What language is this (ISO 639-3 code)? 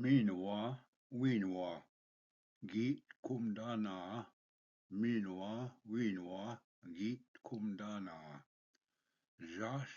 oji